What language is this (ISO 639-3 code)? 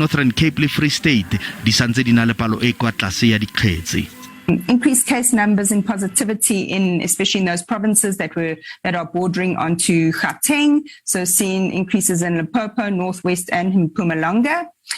tsn